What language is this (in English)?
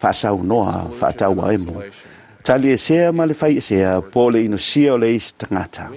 Samoan